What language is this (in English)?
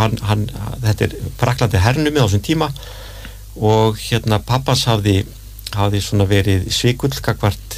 Icelandic